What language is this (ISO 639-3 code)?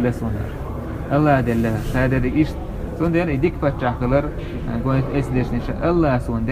che